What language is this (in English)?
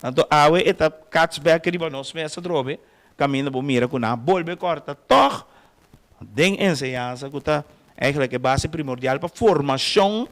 Papiamento